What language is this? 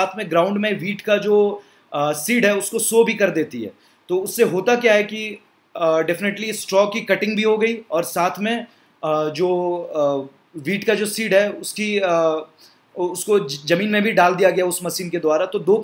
Hindi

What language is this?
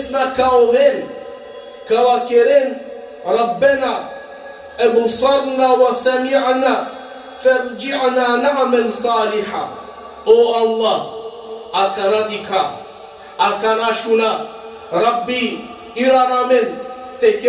Balkan Romani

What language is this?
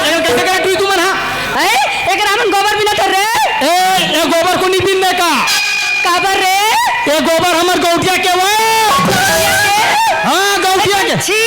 Chhattisgarhi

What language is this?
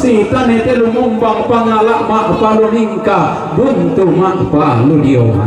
Toraja-Sa'dan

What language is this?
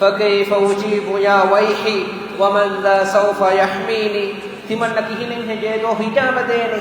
Divehi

